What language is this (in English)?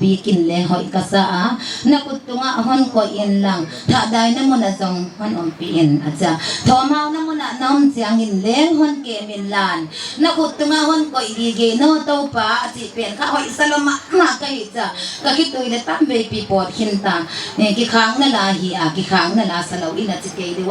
Paite Chin